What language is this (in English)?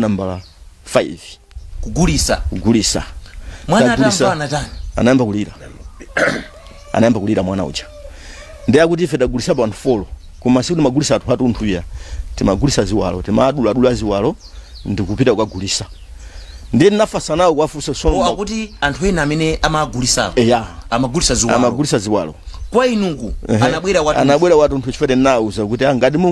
Nyanja